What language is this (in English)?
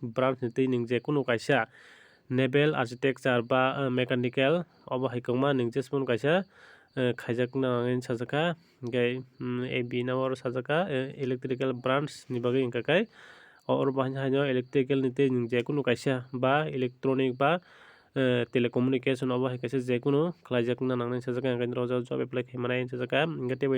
Kok Borok